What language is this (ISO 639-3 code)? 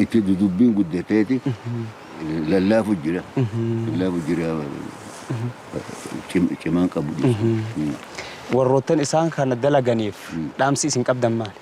orm